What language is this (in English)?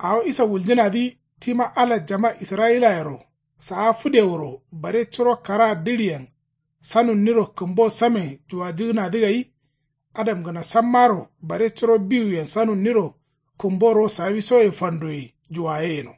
Kanuri